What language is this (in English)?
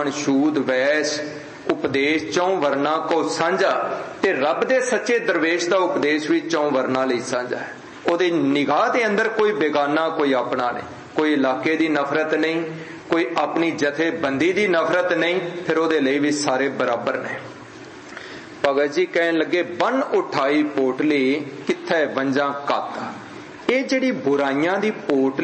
Punjabi